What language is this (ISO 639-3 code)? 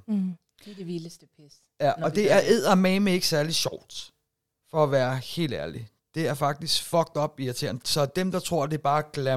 dan